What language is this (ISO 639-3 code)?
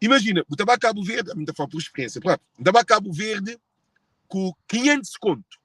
kea